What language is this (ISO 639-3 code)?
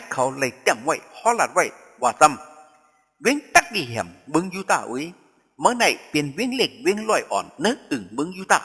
shn